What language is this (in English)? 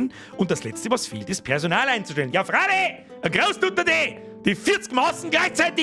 Bavarian